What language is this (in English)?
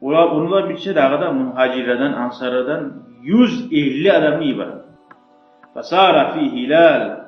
Kumyk